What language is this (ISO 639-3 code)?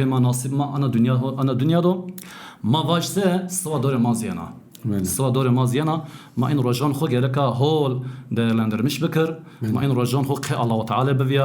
zza